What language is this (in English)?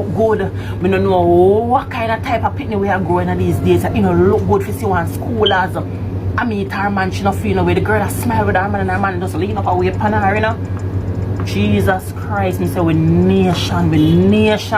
Jamaican Creole English